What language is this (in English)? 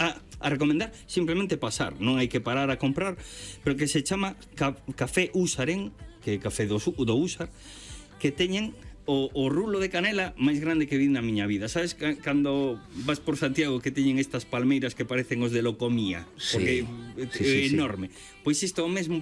Galician